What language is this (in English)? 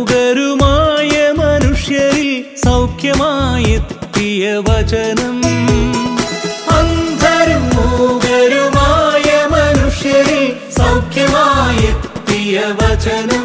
Malayalam